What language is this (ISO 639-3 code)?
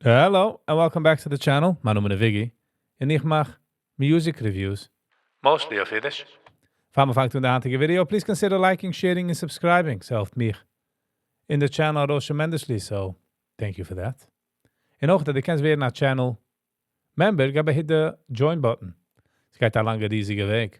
yid